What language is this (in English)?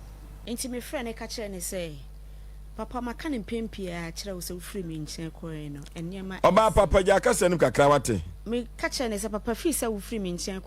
Akan